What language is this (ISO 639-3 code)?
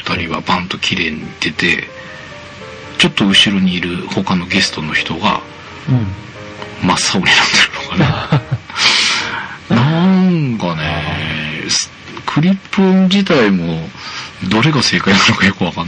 jpn